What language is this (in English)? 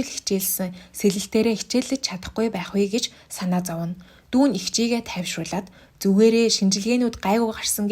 Mongolian